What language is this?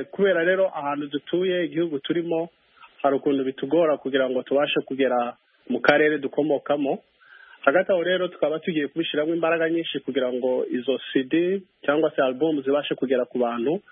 Kinyarwanda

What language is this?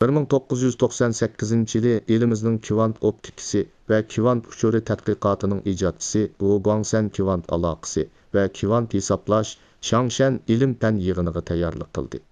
Uyghur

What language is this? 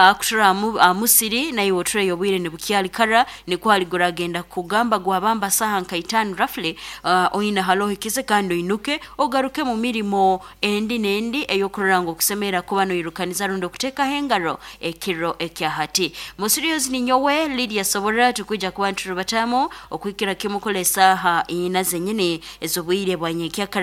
Nyoro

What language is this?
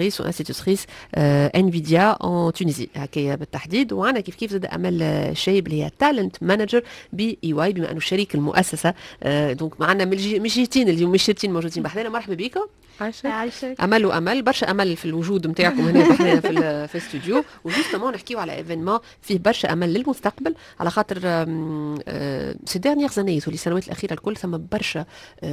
Tunisian Arabic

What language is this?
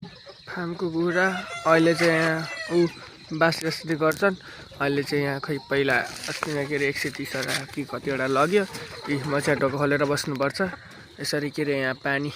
Nepali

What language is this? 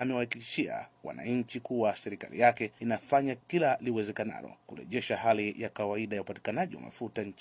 Swahili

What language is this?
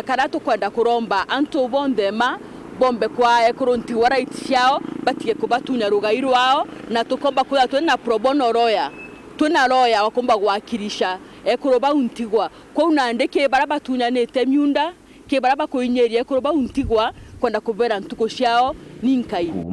Meru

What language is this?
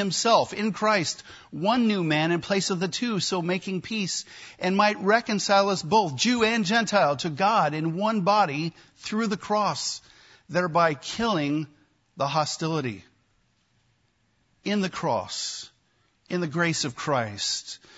English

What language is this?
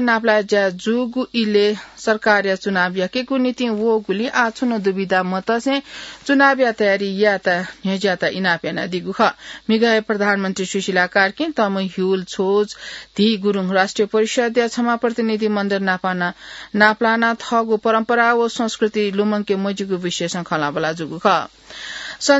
Newari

